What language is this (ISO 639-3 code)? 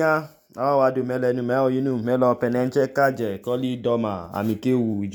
idu